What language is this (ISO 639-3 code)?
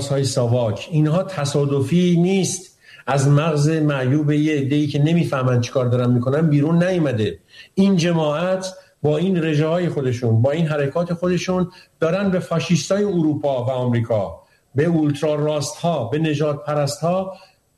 fas